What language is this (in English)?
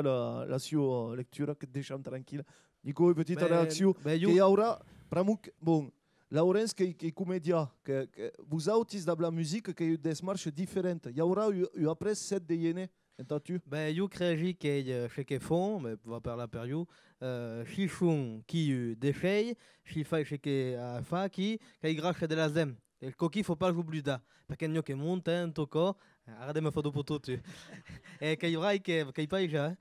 Occitan